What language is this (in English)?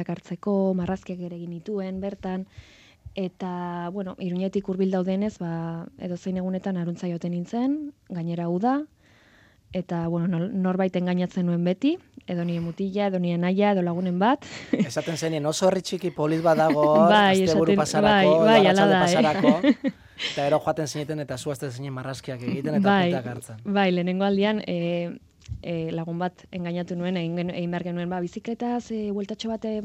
Basque